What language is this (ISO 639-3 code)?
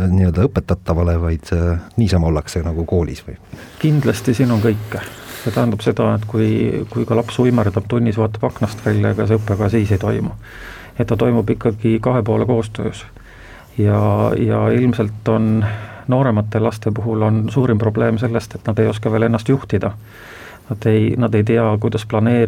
est